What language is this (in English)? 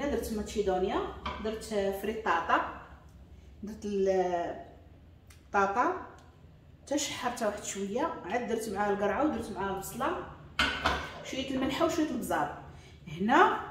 Moroccan Arabic